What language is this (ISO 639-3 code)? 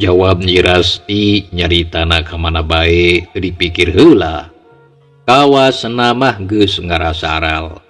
sun